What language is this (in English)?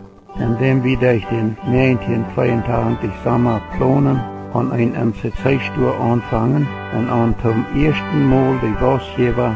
Plautdietsch